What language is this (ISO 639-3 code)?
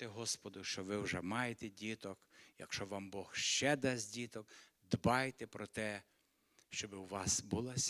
ukr